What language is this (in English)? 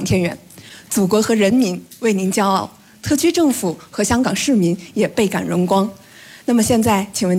Chinese